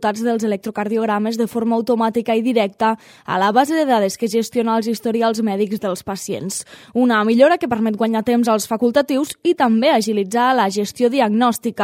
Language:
Catalan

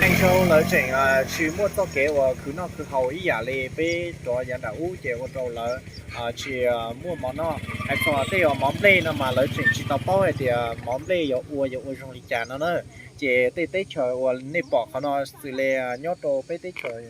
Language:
Hmong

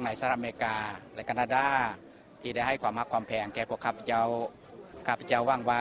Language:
Lao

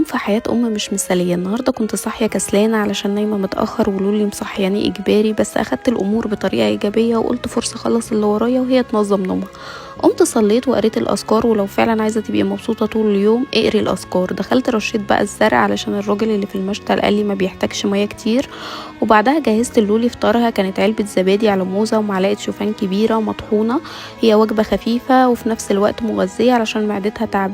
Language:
Egyptian Arabic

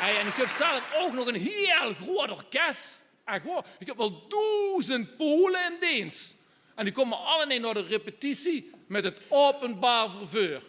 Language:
Limburgish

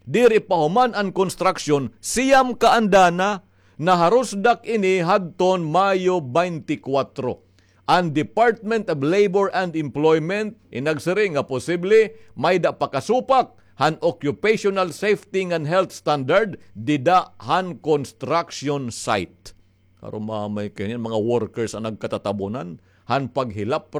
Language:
Waray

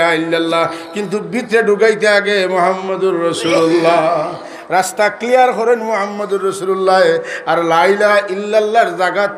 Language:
Sylheti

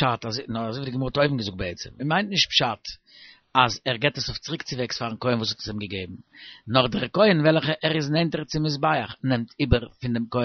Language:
Yiddish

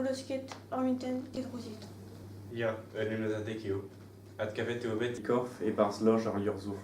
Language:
Breton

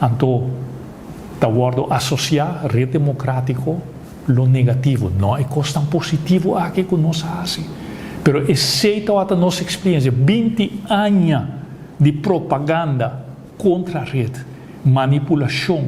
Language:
Papiamento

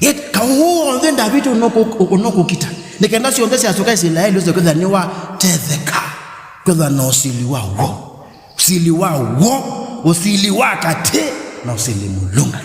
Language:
Kamba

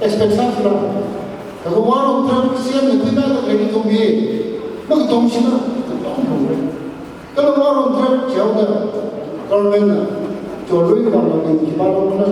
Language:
Tangkhul Naga (India)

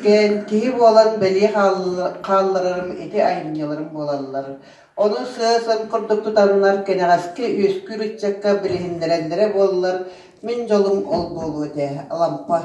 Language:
Yakut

